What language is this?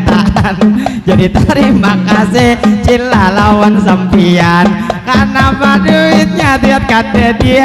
Banjar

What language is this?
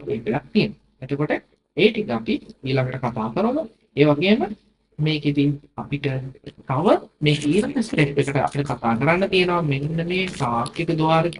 Sinhala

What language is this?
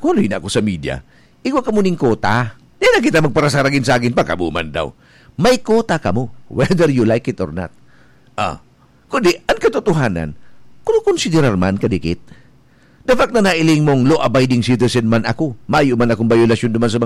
Bikol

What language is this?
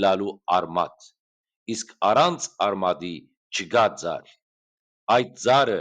Western Armenian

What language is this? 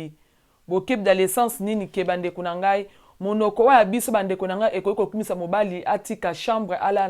Lingala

